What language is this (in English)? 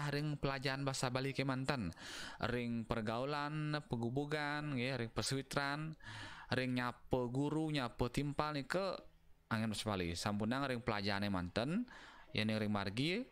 Balinese